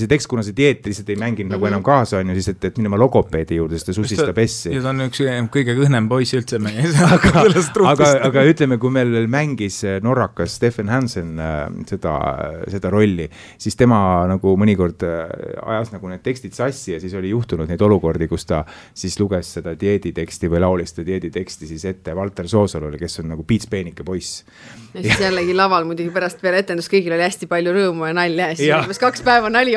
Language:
Estonian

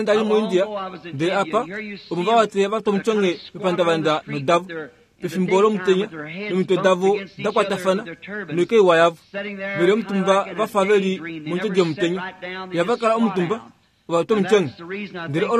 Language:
Kuanyama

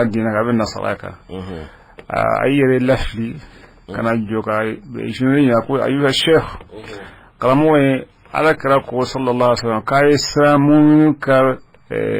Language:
Bambara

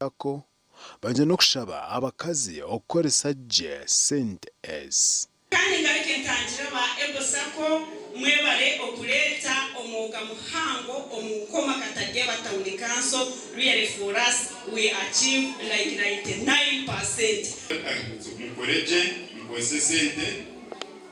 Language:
Nyankole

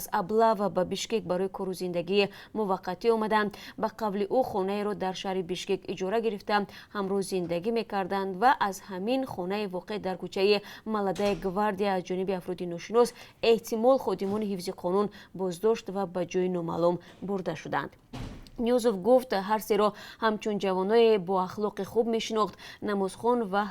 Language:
Tajik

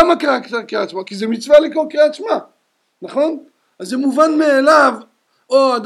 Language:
Hebrew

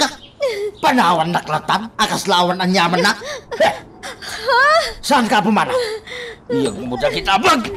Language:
Iloko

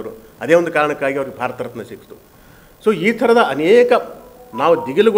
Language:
Kannada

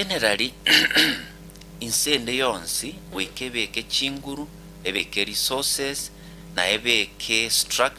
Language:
Gusii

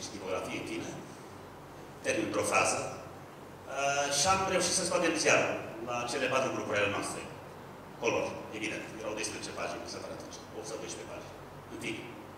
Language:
Romanian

